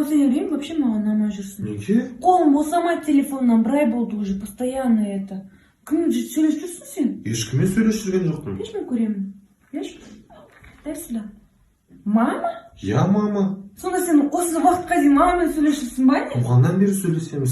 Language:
Kazakh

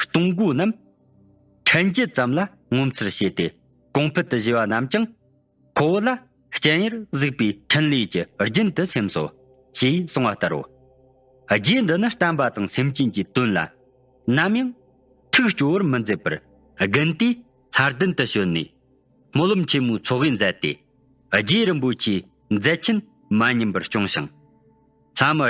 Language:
Tibetan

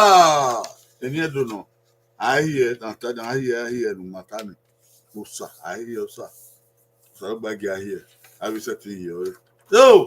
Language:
Bini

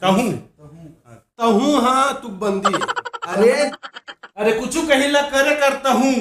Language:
Chhattisgarhi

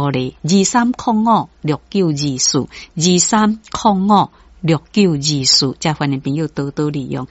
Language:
Min Nan Chinese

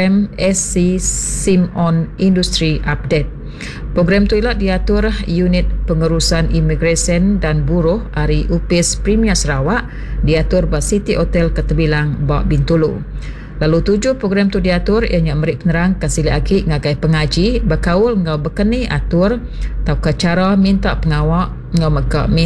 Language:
Iban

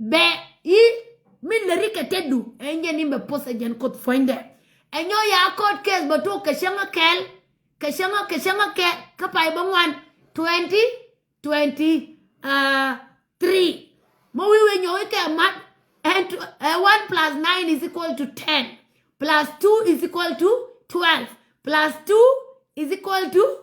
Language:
Nuer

